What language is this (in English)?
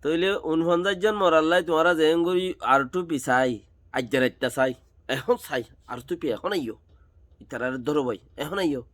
Rohingya